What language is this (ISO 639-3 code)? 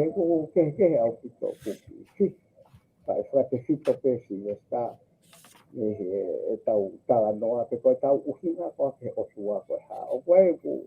ton